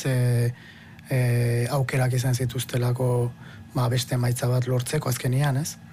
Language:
Basque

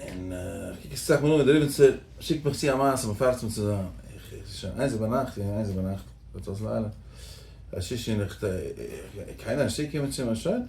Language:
Yiddish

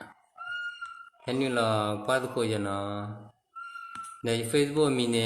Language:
S'gaw Karen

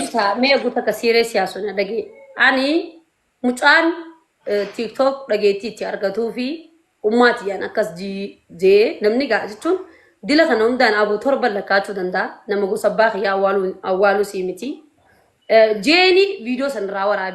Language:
Oromo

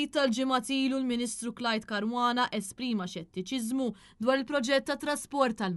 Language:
Maltese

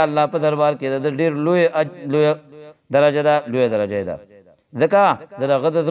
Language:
Pashto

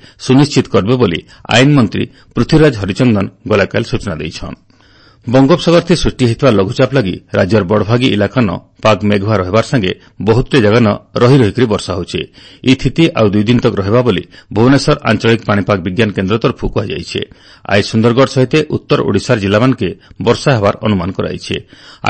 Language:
Odia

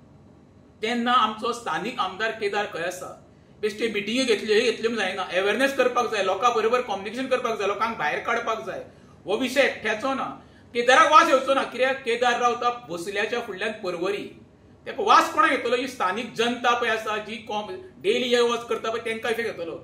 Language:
Konkani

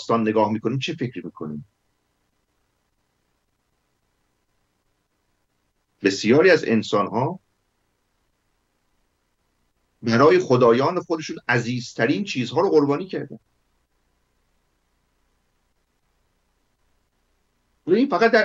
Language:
Persian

